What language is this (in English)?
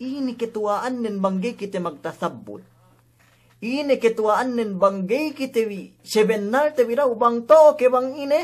Yakan